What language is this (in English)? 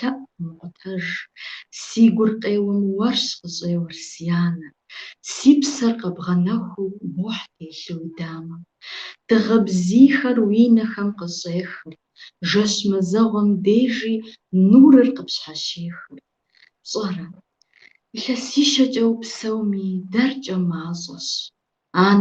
Kabardian